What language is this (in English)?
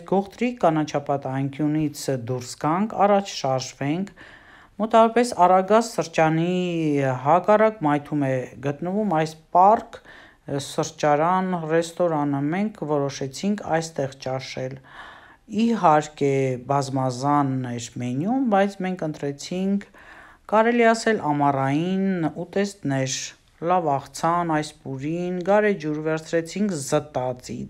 Armenian